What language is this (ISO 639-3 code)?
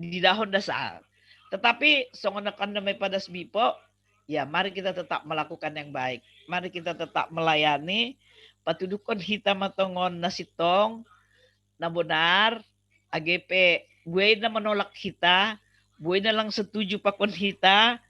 bts